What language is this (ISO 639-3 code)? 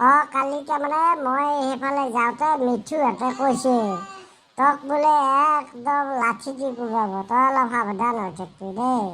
asm